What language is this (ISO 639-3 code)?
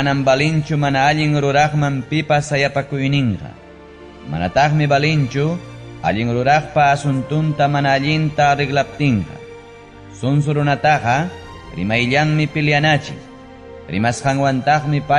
quy